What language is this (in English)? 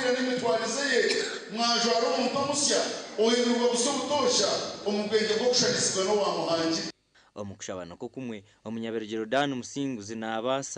Nyankole